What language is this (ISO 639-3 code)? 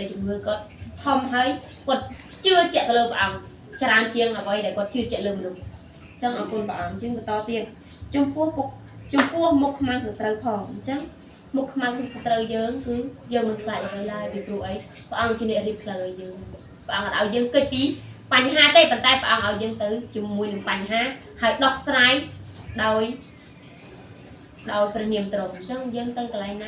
khm